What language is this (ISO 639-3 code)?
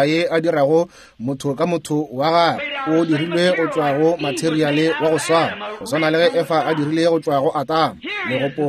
nso